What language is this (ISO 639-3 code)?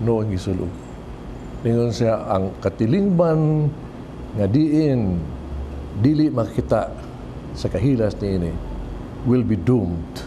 ceb